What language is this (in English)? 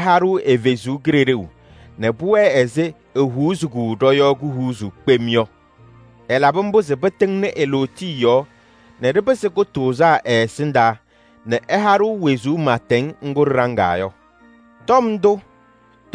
Kabiyè